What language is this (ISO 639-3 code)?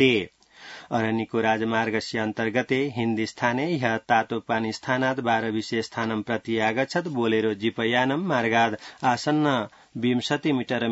san